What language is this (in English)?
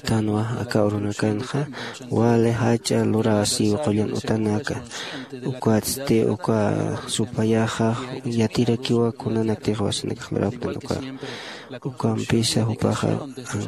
Aymara